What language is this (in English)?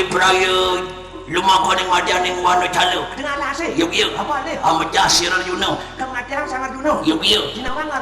Balinese